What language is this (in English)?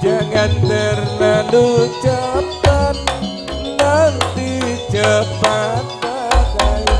Madurese